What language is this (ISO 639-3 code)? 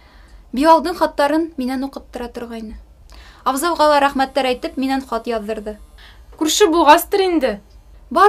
bak